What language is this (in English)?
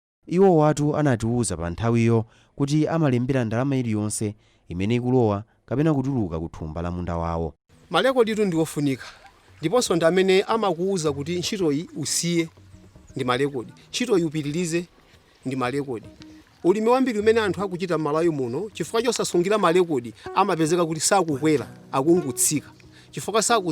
Nyanja